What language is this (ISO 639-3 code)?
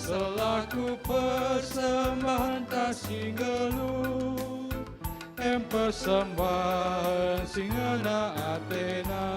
btx